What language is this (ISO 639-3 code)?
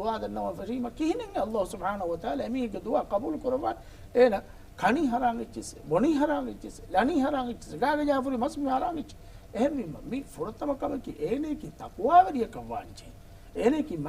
div